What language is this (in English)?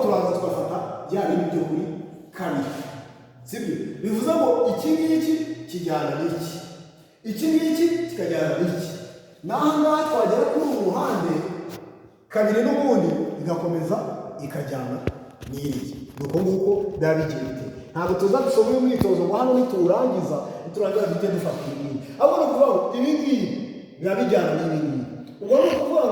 Kinyarwanda